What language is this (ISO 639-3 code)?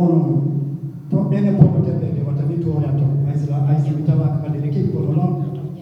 ful